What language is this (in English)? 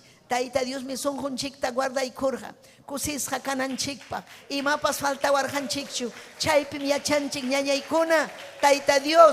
Ayacucho Quechua